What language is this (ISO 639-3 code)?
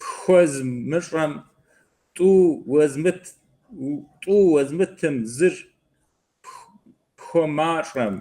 kbd